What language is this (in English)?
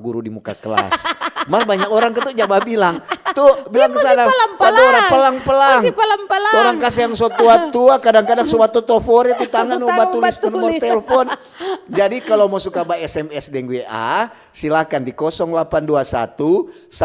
Manado Malay